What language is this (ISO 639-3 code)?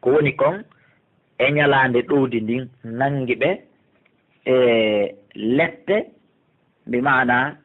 ful